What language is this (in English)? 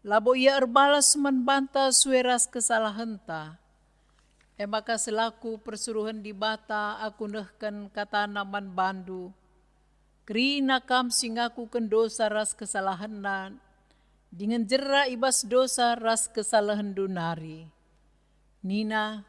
Batak Karo